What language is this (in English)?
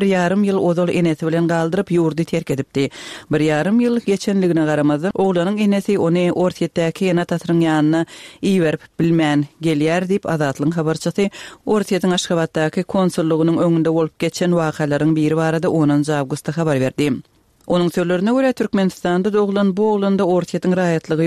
Turkmen